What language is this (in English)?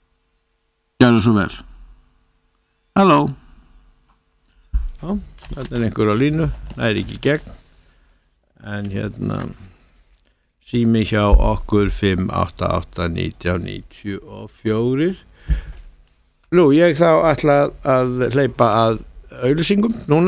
Icelandic